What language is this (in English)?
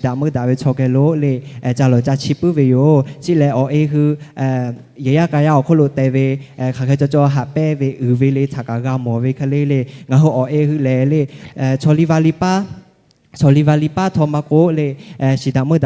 Lahu